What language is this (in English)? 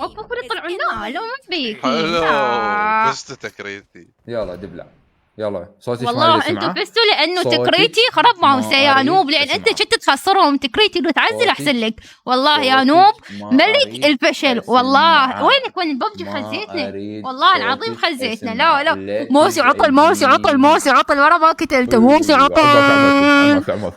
Mesopotamian Arabic